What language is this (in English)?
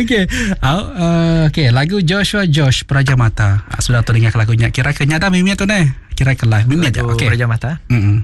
Iban